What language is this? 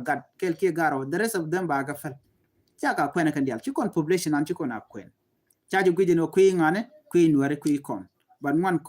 Nuer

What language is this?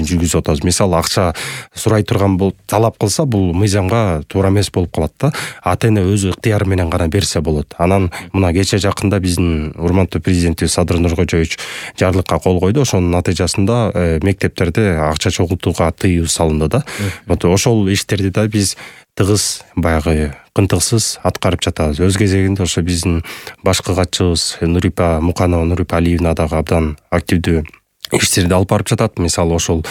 Kyrgyz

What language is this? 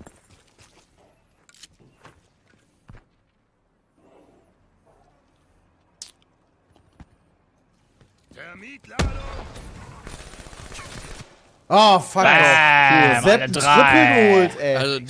German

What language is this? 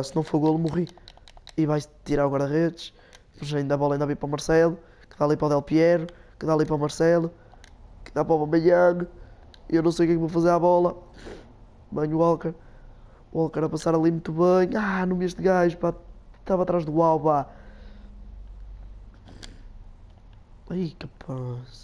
Portuguese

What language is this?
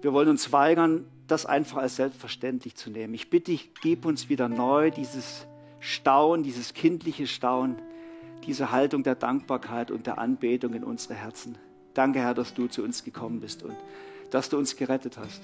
Swiss German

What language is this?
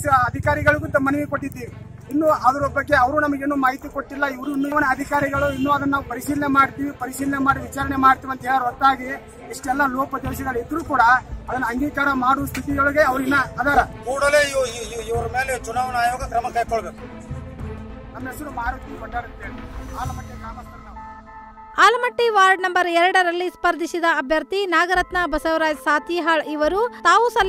Kannada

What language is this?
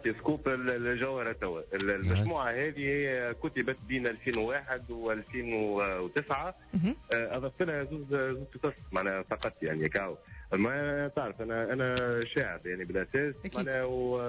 Tunisian Arabic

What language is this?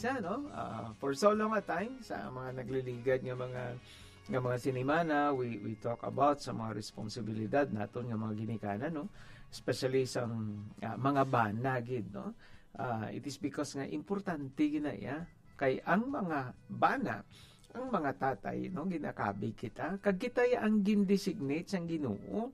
Hiligaynon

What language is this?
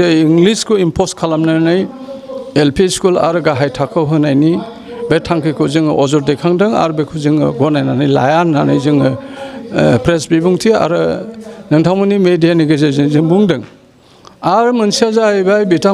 Bodo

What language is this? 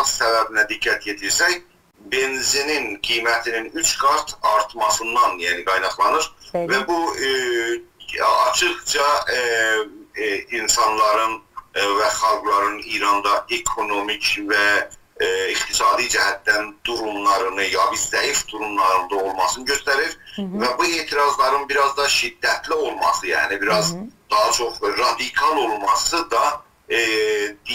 South Azerbaijani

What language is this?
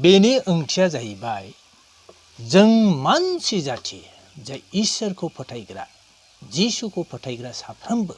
Bodo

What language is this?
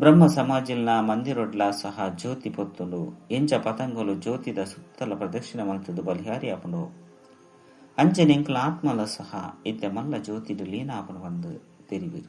Tulu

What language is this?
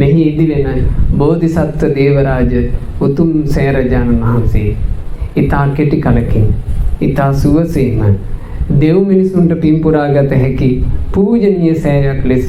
Sinhala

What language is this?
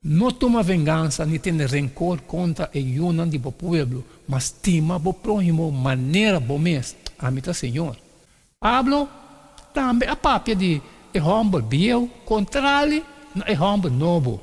Papiamento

